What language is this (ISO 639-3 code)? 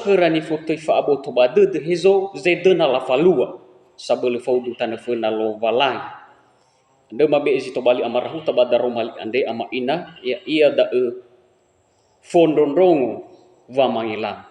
nia